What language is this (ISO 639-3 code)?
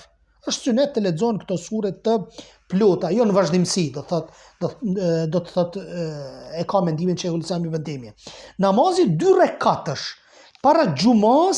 sqi